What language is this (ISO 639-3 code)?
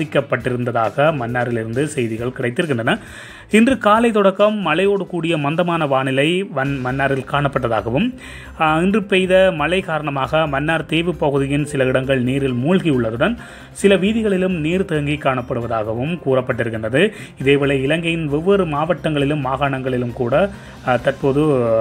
tam